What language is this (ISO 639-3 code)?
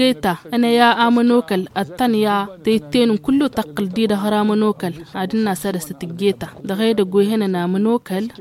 taq